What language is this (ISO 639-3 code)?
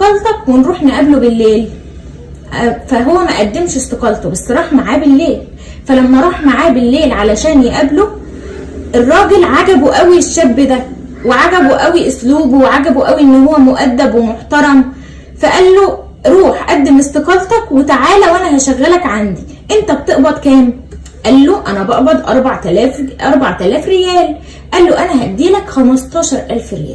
arz